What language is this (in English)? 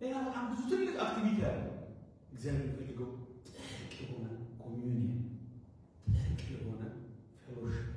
Amharic